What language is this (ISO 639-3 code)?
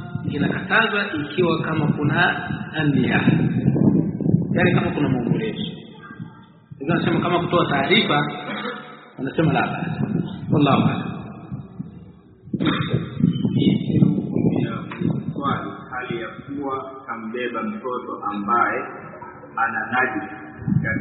swa